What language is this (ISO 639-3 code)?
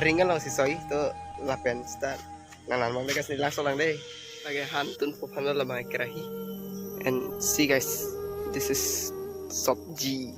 mjw